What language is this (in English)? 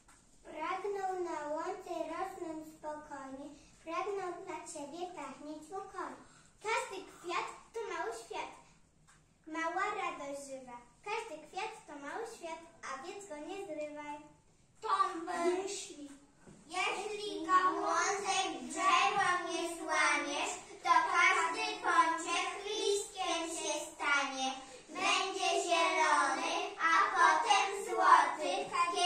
Polish